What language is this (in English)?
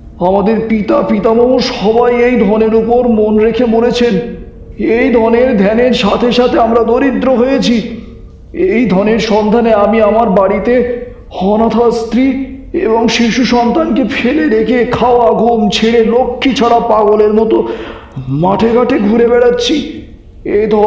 Bangla